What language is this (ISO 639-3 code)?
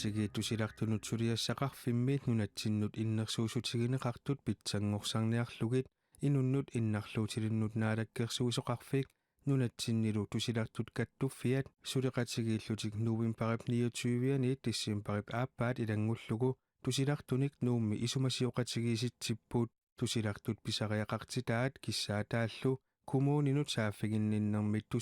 kal